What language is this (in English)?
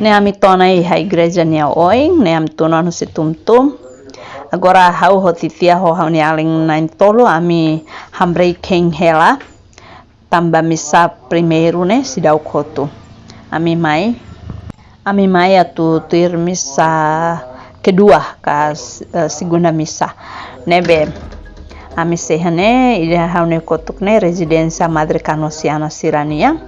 Tetum